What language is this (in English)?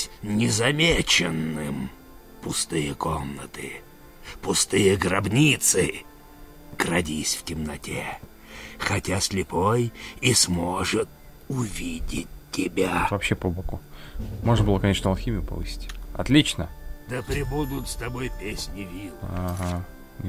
Russian